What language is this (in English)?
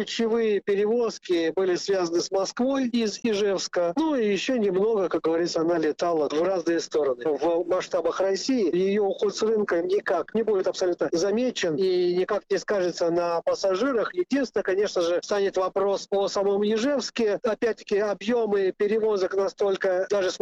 Russian